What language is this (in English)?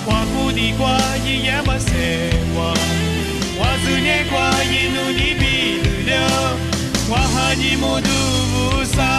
Lisu